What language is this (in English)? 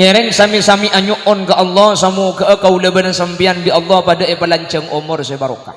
Madurese